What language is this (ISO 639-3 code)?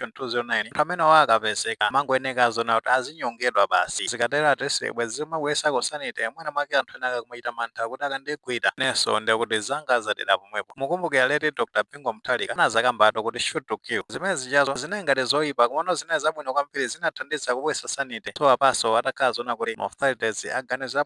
nya